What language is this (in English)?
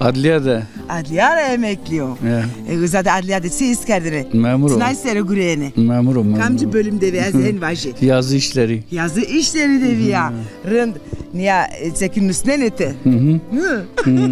Zaza